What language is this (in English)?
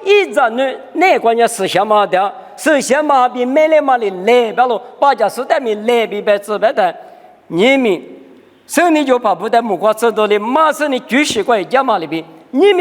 Lisu